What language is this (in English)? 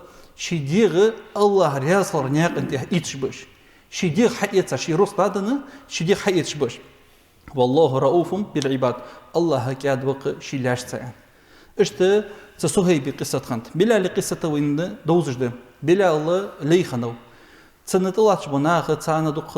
Ingush